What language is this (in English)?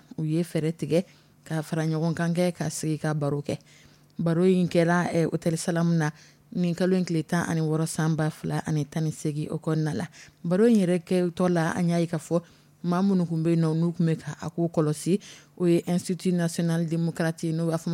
Dyula